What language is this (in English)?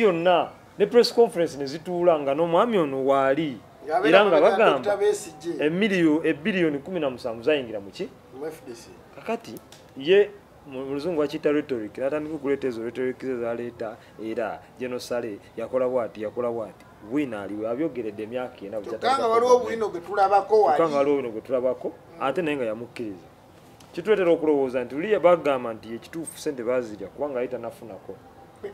Ganda